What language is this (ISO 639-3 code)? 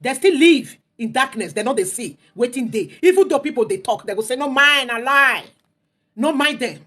pcm